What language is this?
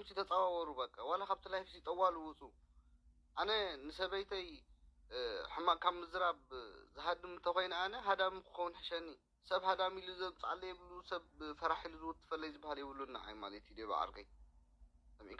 Tigrinya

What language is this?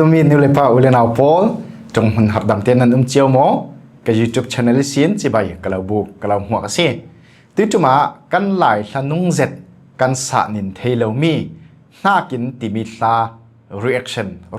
Falam Chin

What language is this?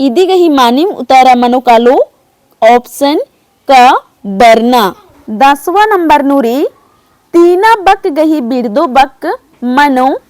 Kurukh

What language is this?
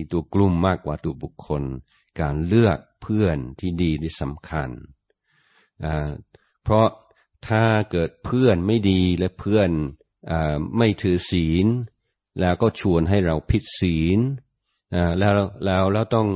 Thai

